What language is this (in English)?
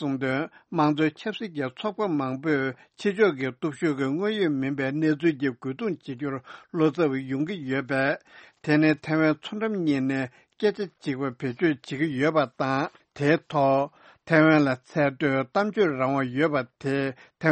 Tibetan